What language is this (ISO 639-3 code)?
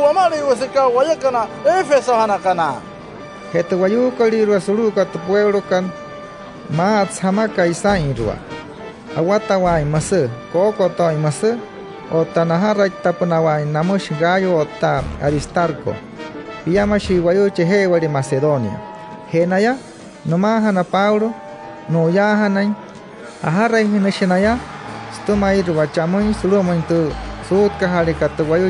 guc